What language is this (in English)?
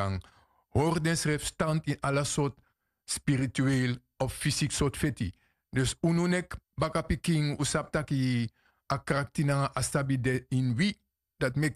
Sranan Tongo